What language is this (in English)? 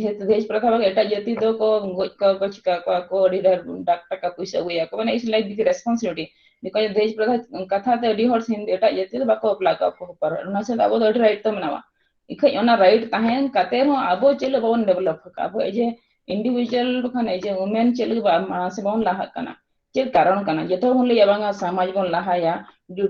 Santali